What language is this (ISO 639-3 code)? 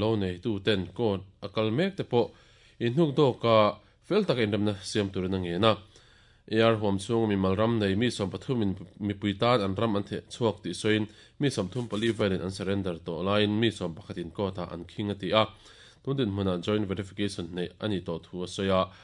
lus